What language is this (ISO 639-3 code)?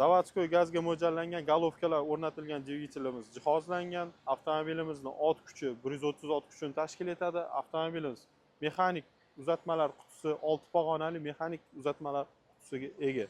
uzb